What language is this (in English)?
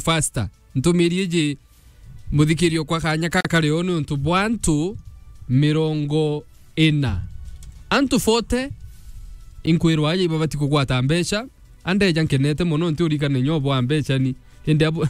Meru